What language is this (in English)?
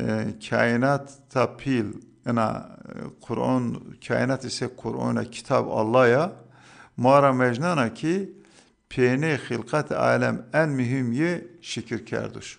Zaza